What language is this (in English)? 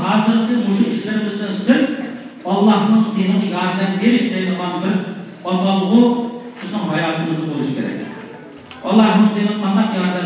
Uyghur